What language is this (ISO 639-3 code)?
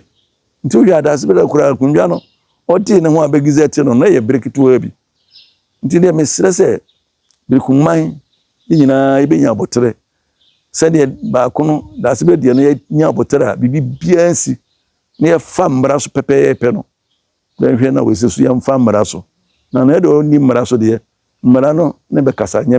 aka